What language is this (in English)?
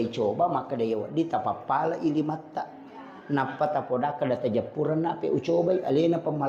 Buginese